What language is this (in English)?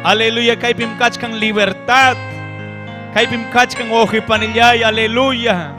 Ayacucho Quechua